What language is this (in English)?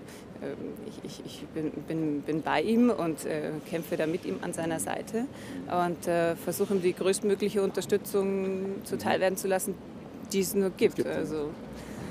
German